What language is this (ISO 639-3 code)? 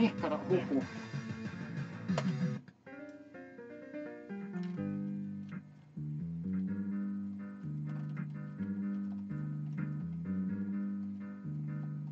fin